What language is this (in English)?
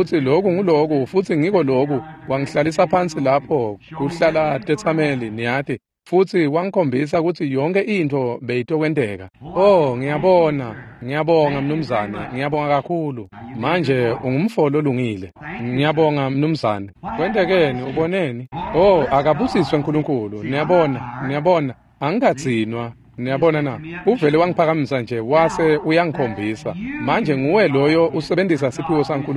Swati